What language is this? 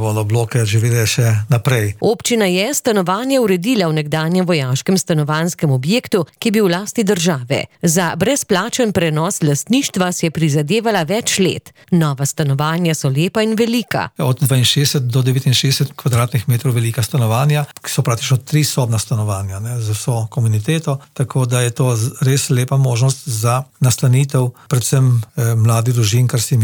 Slovenian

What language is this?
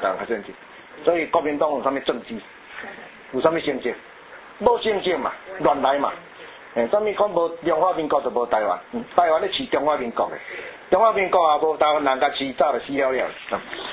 Min Nan Chinese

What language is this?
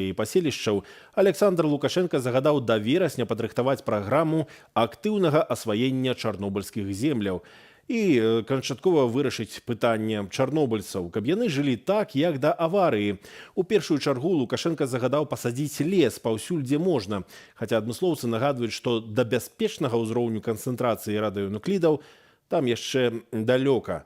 Belarusian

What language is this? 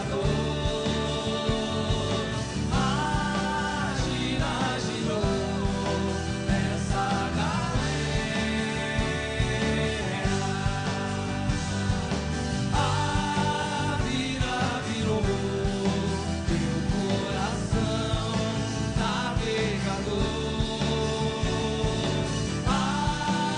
Portuguese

